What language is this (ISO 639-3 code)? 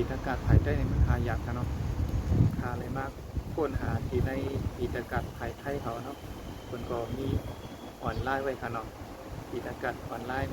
shn